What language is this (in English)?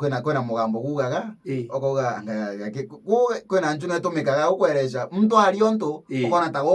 Meru